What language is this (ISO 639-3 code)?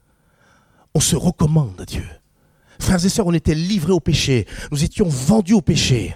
fra